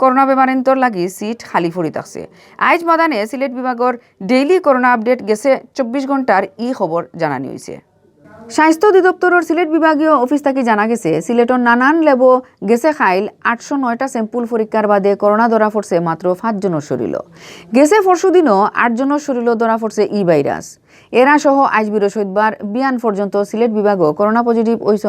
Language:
Sylheti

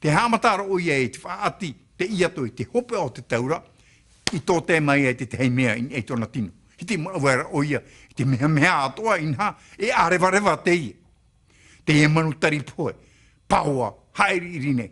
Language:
Tahitian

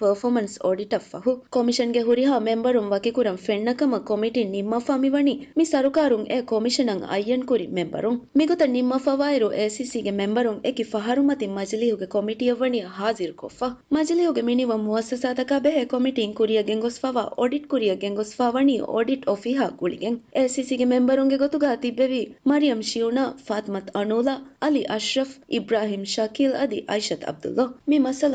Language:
Divehi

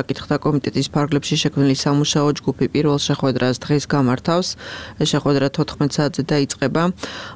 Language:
Georgian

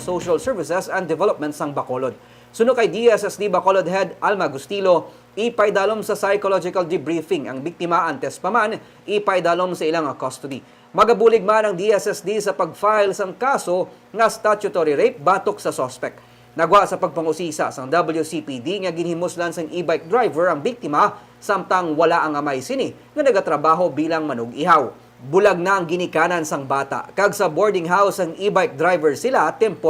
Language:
Hiligaynon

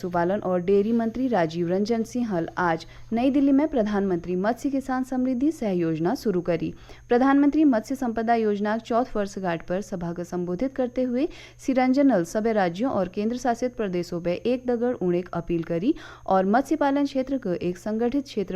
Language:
Garhwali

